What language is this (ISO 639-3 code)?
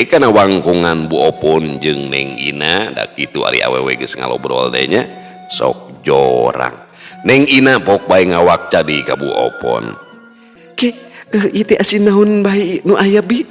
sun